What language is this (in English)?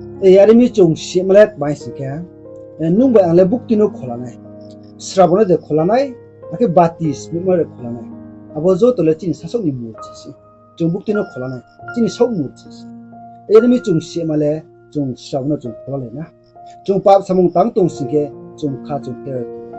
Riang (India)